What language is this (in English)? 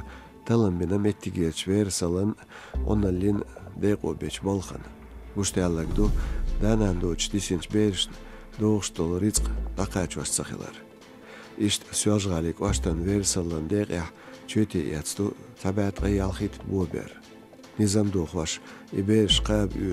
Chechen